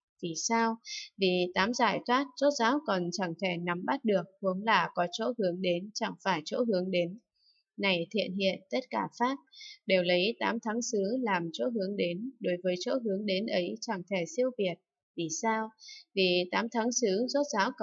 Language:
Vietnamese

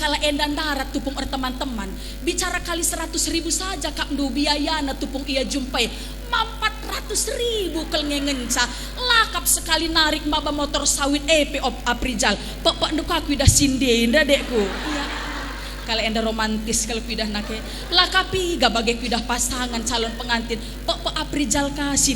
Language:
Batak Karo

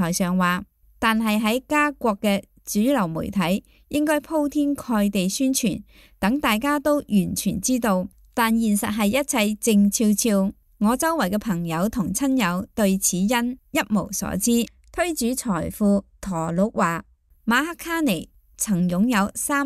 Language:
Cantonese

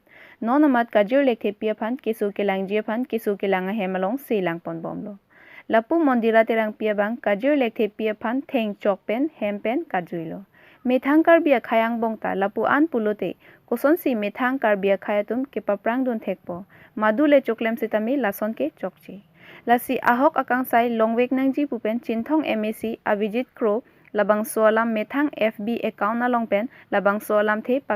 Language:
Karbi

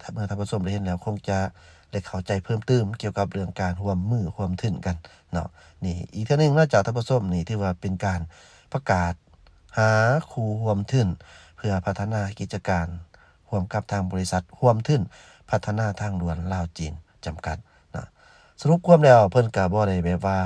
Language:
Lao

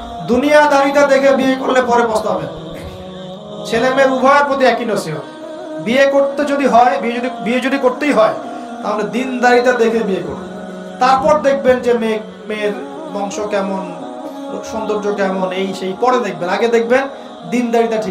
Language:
Bangla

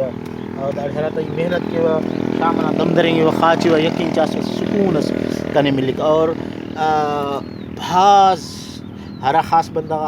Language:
Brahui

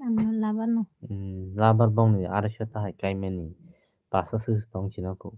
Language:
Kok Borok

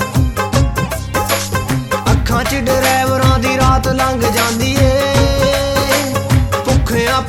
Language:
Punjabi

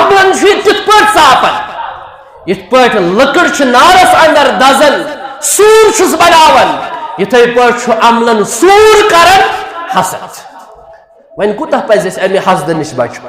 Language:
Kashmiri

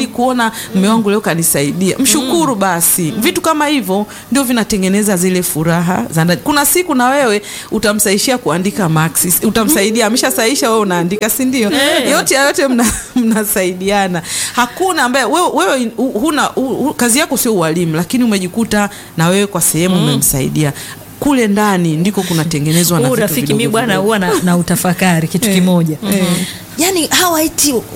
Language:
Swahili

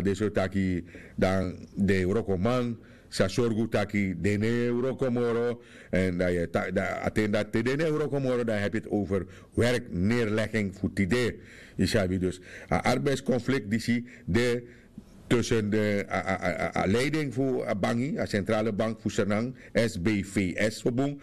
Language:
Sranan Tongo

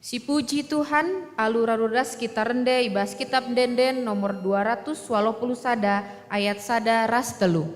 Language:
Batak Karo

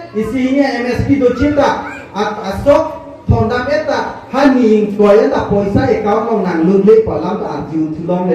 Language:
Karbi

